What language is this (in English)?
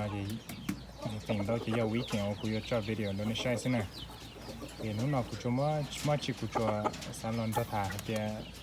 Hmong